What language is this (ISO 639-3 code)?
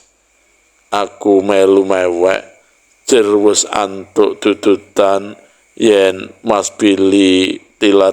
jav